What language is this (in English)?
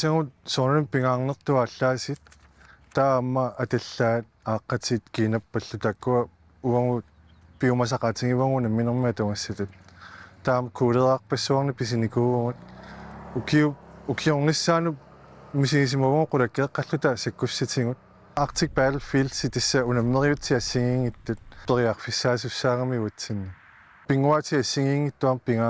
Kalaallisut